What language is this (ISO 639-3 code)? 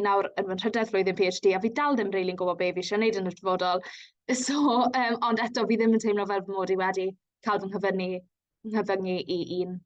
cym